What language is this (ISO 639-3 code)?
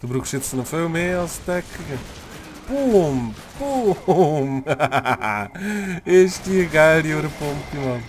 gsw